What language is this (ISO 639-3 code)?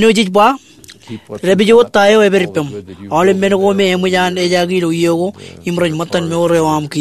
mah